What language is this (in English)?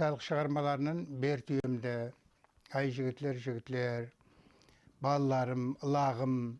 Kara-Kalpak